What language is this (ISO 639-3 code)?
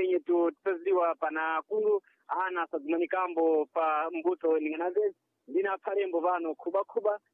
seh